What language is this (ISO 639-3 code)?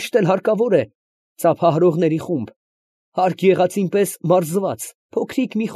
hye